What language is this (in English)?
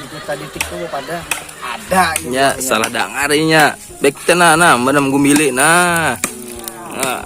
Banjar